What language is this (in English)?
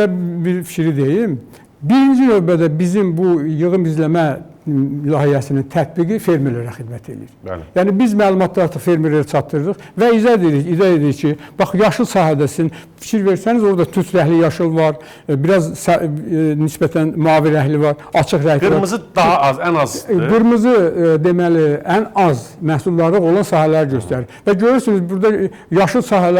Azerbaijani